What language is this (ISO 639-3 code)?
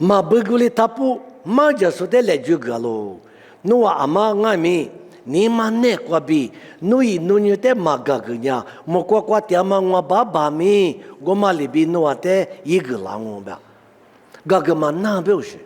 lis